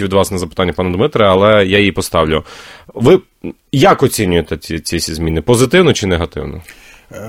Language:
Ukrainian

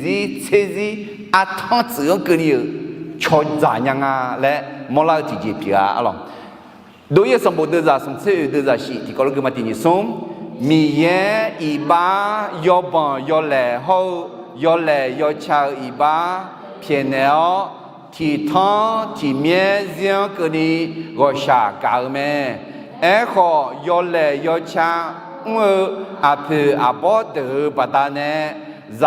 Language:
Akha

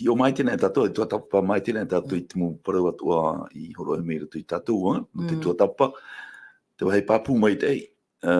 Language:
Tahitian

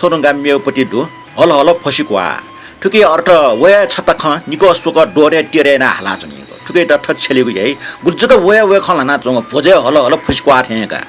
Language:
Newari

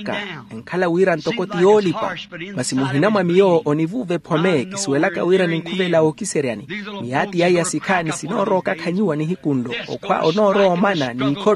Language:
Makhuwa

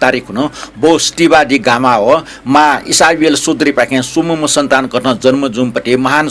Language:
Newari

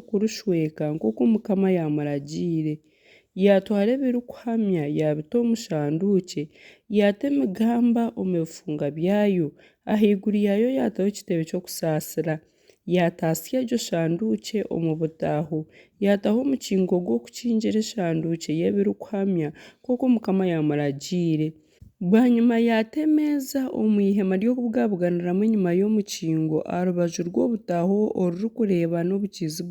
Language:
Nyankole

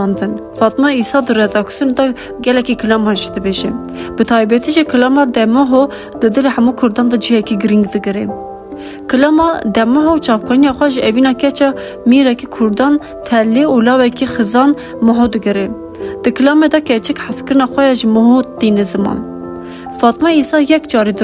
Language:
Kurdish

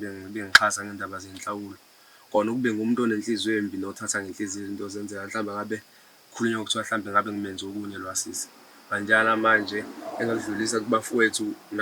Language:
Zulu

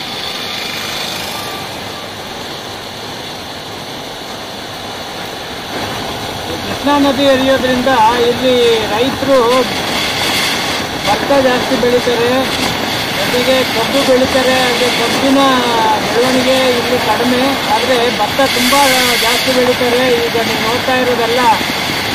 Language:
Kannada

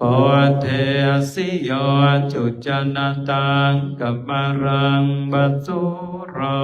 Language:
Pali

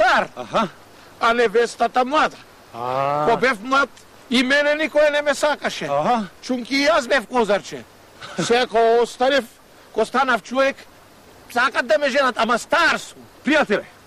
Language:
Macedonian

